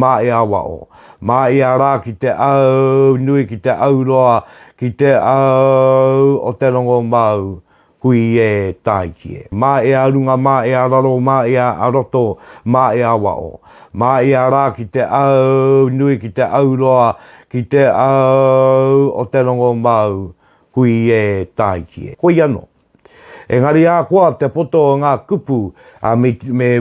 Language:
Māori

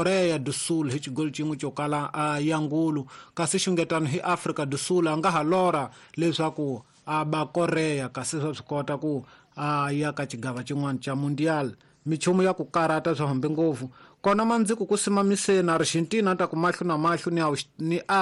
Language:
Tsonga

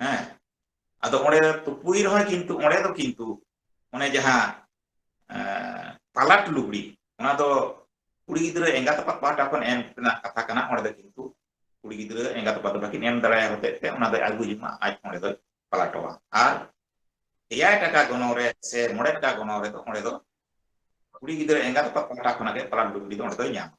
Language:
Santali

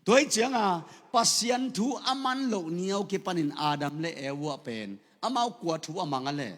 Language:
Tedim Chin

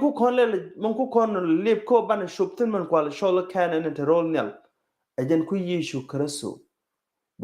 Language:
Nuer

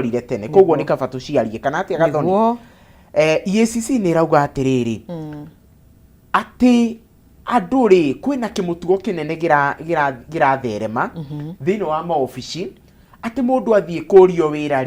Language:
Kikuyu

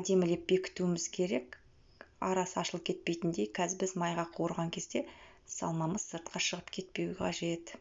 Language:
Kazakh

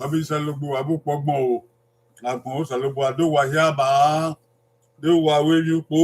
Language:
Bini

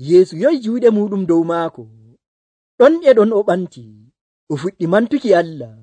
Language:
Nigerian Fulfulde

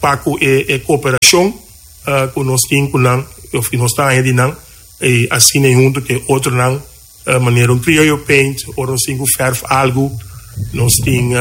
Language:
Papiamento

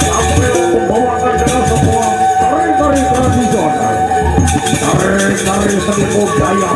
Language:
Sasak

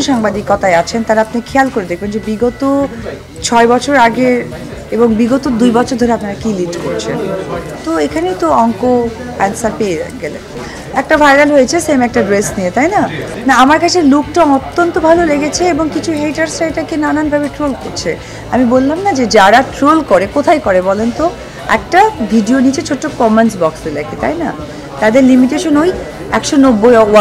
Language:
Bangla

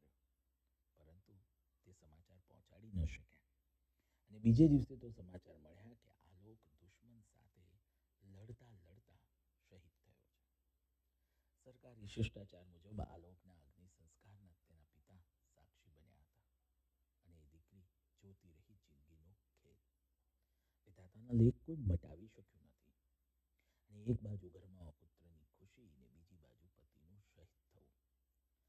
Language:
Gujarati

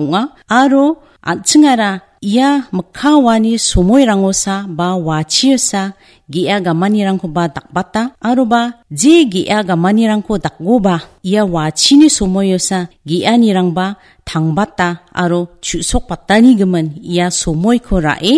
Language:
Garo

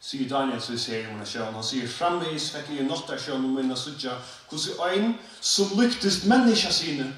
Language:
Faroese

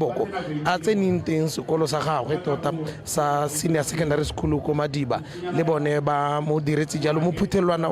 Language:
Tswana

